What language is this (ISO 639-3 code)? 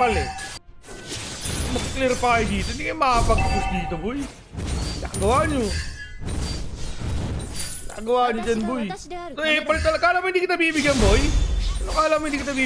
fil